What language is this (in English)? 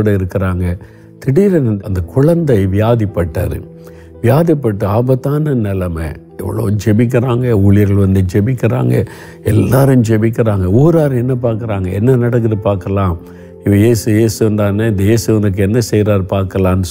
Tamil